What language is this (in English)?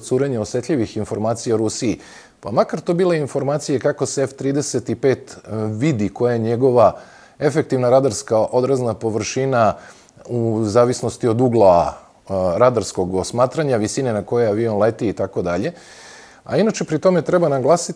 Serbian